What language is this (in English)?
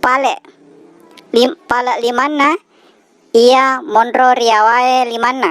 Buginese